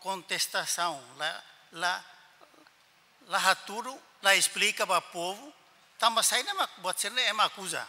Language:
Tetum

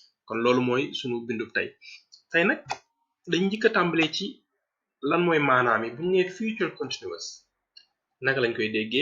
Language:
Wolof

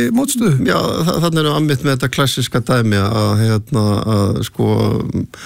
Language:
Icelandic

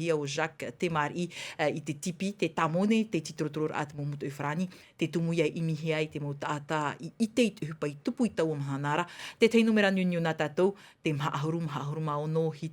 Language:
Tahitian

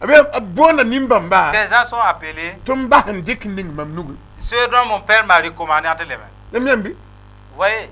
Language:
Mossi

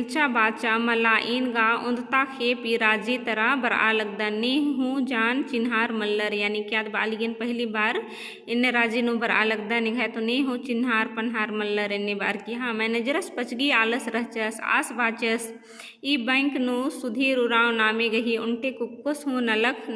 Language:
Kurukh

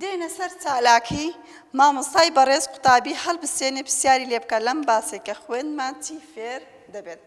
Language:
Central Kurdish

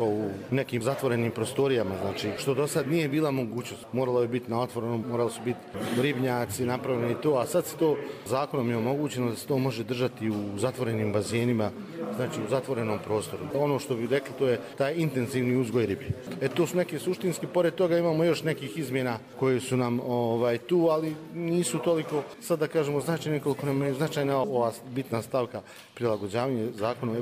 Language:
Bosnian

